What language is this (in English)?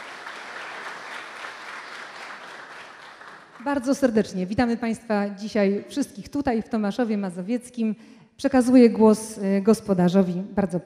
Polish